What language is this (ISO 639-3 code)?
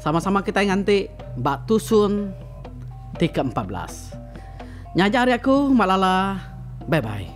iba